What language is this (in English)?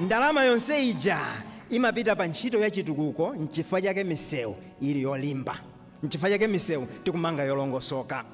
Nyanja